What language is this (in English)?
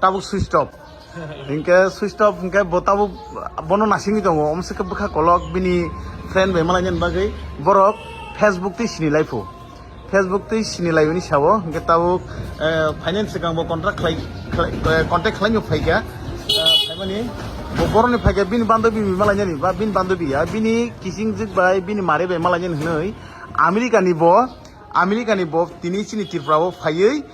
Kok Borok